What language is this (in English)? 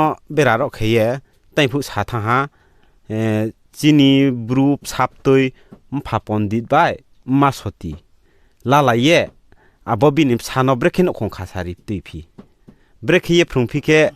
Riang (India)